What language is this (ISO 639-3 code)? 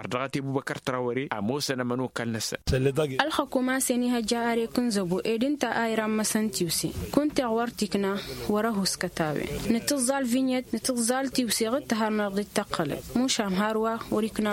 taq